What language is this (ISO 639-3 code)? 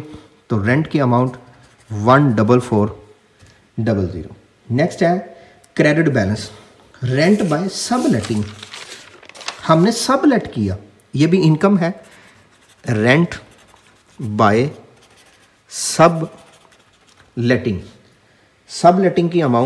hin